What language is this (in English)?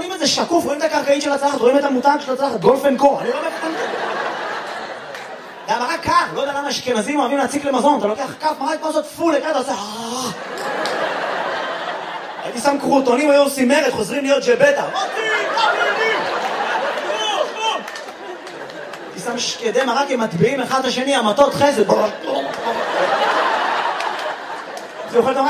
Hebrew